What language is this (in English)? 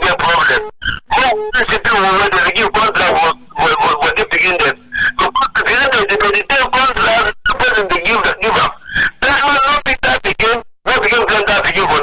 Cameroon Pidgin